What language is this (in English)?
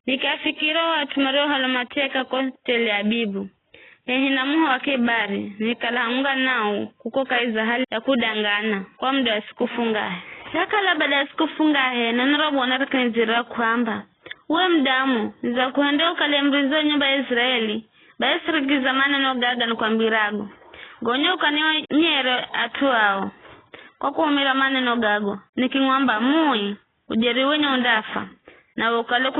Giryama